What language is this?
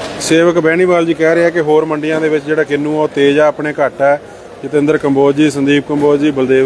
Punjabi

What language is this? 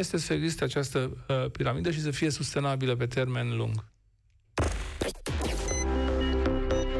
Romanian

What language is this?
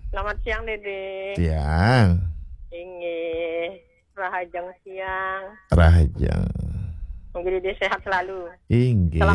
Balinese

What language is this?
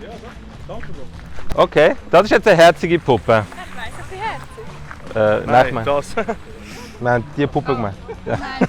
Swiss German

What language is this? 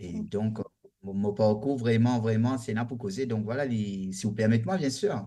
Morisyen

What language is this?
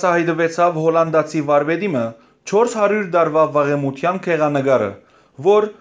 Western Armenian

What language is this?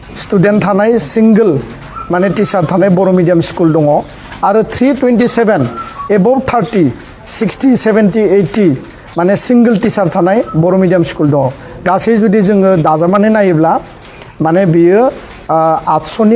Bodo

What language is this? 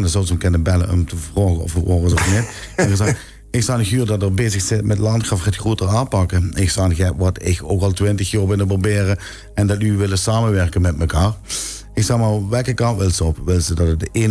Limburgish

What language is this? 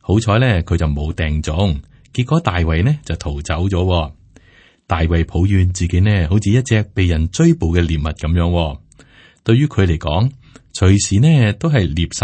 Cantonese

